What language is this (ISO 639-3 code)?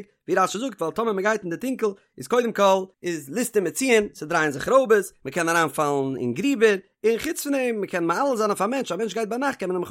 yid